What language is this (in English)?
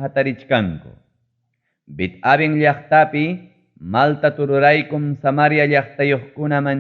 Ayacucho Quechua